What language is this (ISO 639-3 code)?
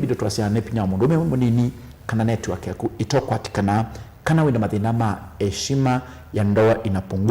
kam